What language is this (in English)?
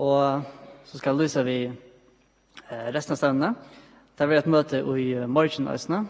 Faroese